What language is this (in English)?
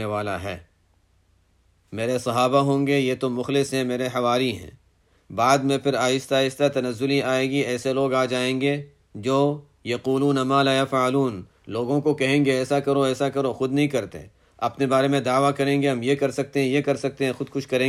Urdu